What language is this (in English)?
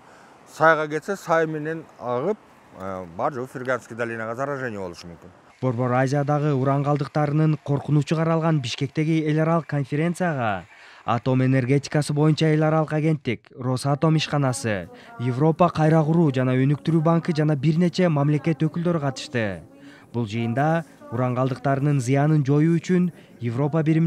Kyrgyz